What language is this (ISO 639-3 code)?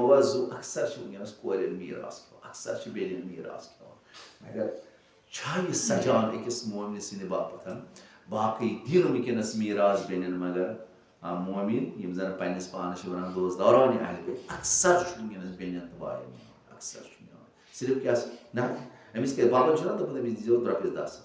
kas